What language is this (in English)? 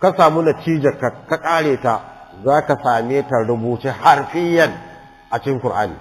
Hausa